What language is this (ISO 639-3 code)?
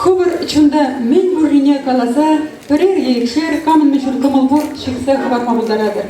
chv